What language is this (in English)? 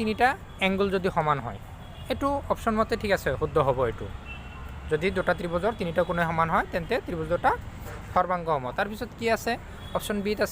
Assamese